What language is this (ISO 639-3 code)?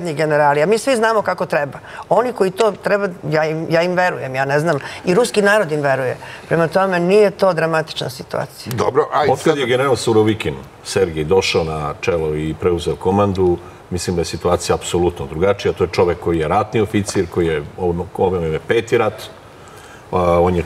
srp